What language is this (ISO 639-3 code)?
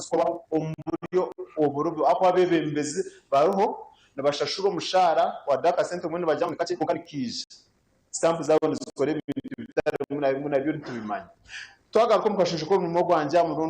nyn